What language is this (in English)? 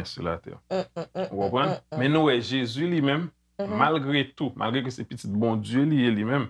Haitian Creole